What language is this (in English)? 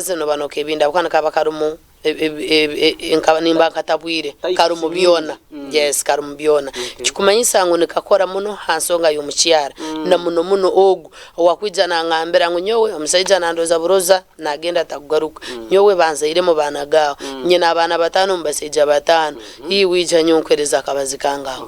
Nyankole